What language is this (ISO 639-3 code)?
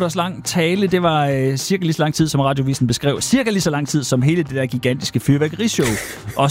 dan